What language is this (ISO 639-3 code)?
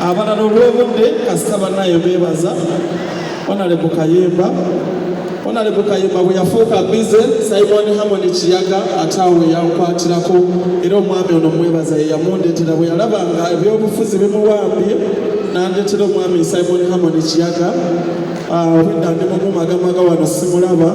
lug